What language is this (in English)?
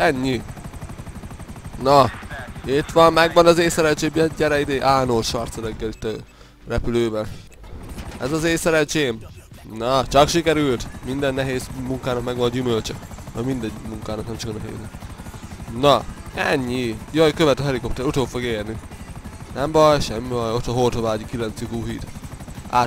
Hungarian